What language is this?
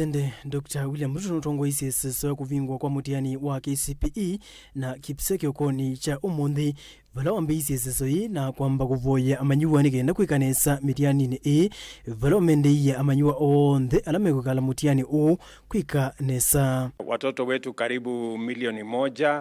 Kamba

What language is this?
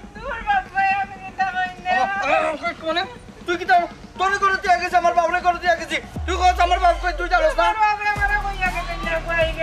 Sylheti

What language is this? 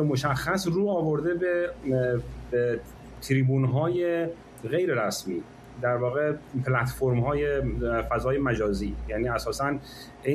Persian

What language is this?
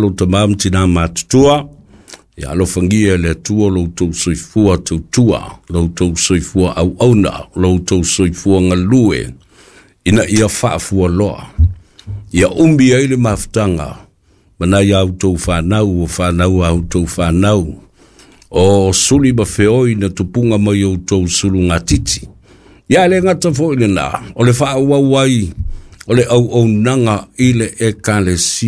Samoan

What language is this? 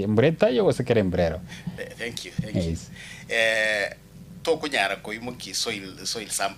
Gusii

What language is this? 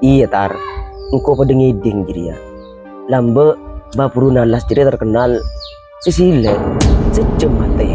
Madurese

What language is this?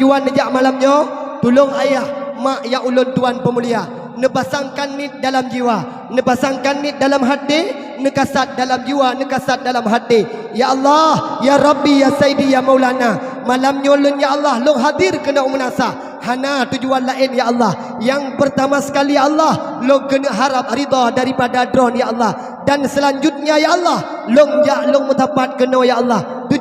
Achinese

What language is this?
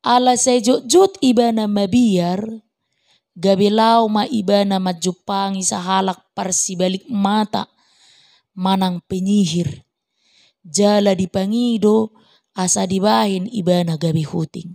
Batak Toba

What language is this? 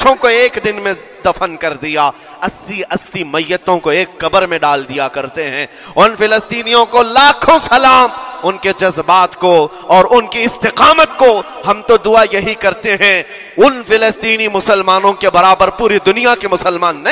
Urdu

